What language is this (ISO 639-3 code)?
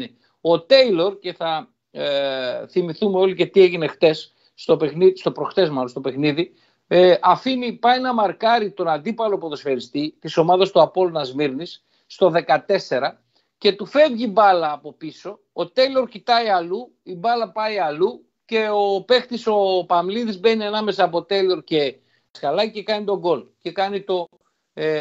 ell